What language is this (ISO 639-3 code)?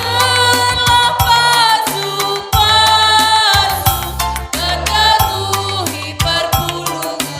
btx